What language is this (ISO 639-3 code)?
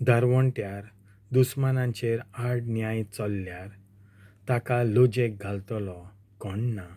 kok